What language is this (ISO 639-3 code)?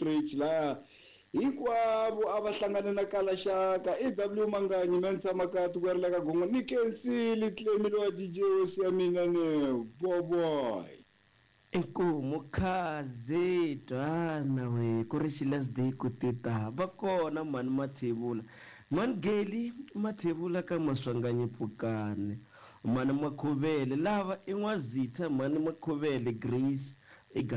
tso